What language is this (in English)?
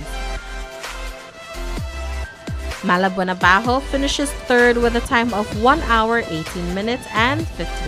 English